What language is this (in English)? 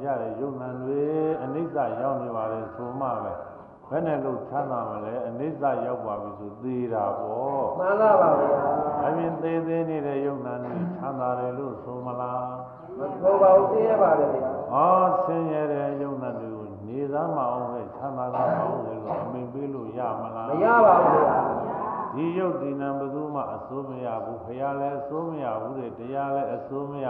Burmese